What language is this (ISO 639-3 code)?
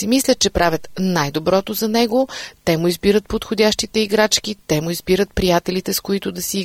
bul